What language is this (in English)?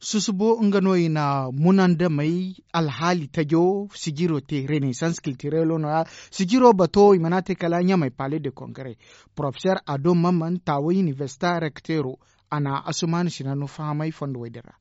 Zarma